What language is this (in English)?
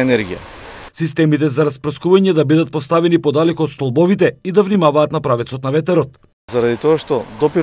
Macedonian